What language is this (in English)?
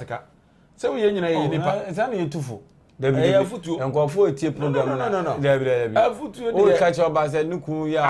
Akan